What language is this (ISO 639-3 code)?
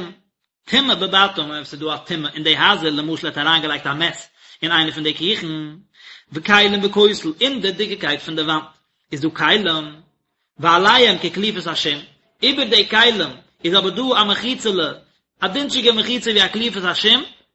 yid